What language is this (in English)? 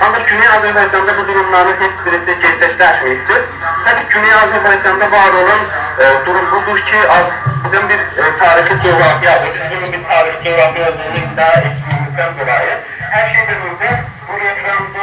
South Azerbaijani